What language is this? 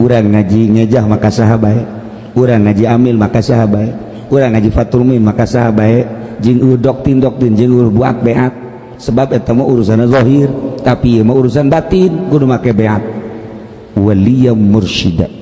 Sundanese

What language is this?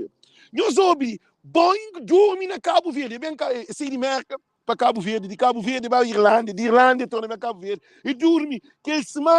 Kabuverdianu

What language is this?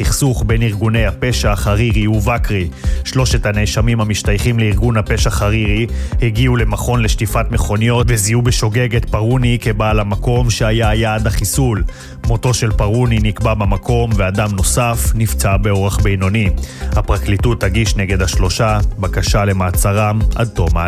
Hebrew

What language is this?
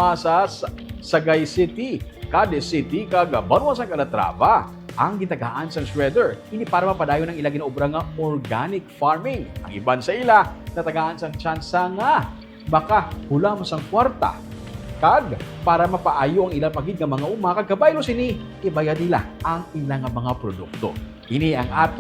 Hiligaynon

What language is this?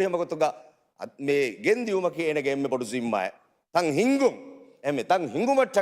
Divehi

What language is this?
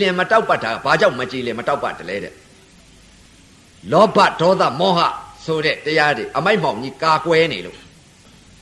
Burmese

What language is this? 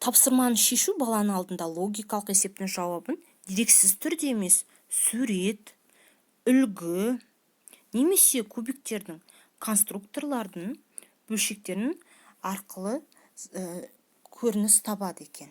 Kazakh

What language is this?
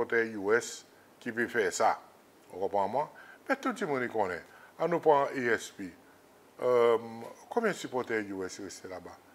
Seselwa Creole French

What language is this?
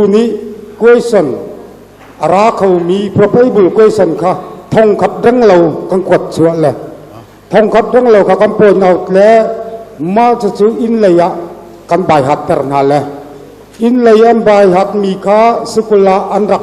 Hakha Chin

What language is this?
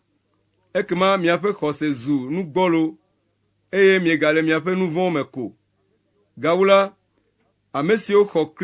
Ewe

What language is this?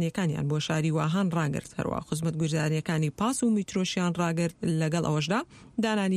Central Kurdish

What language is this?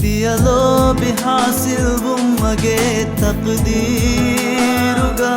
Divehi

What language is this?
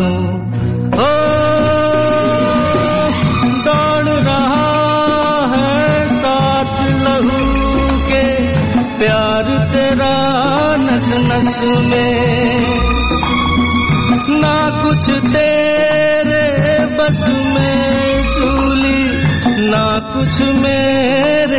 Punjabi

